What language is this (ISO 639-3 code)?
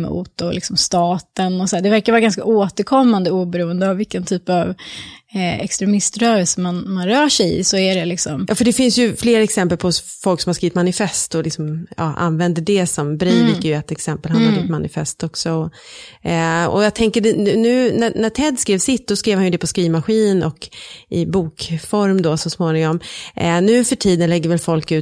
swe